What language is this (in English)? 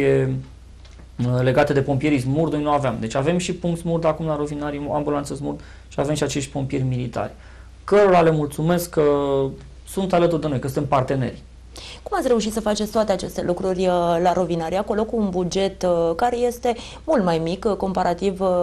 Romanian